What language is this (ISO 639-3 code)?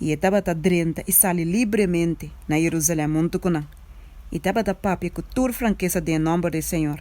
pap